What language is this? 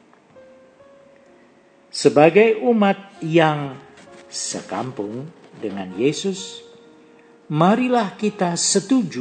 Indonesian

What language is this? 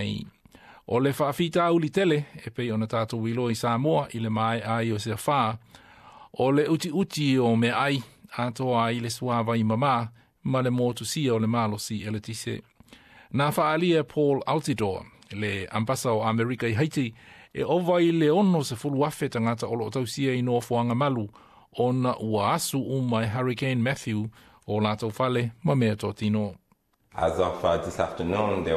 Samoan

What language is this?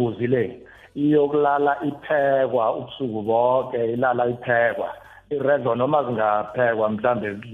South Ndebele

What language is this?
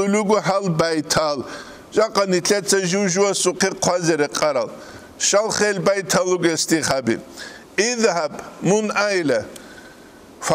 Avaric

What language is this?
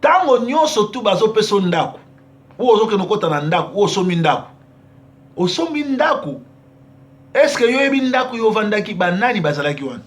Lingala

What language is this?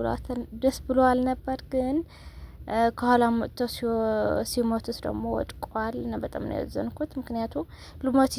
Amharic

